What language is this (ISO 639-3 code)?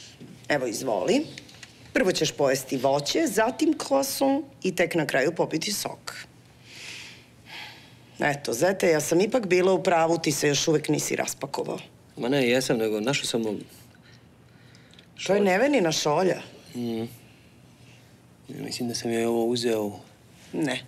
srp